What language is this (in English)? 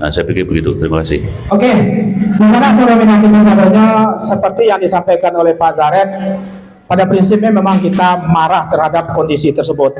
Minangkabau